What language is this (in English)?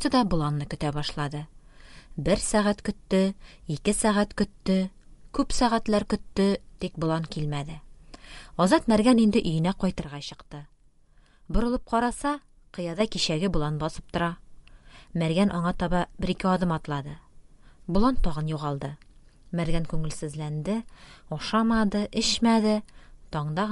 Tatar